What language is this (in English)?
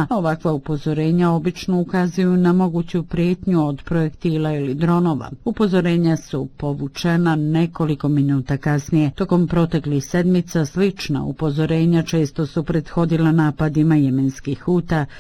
Bosnian